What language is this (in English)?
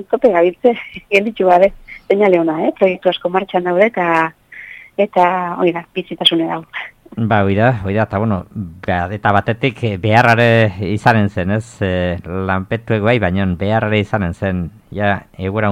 Basque